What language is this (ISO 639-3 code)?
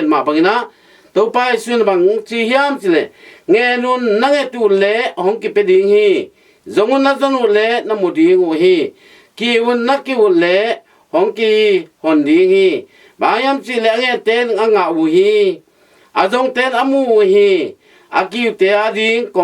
ctd